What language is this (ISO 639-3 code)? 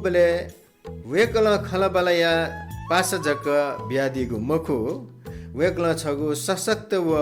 new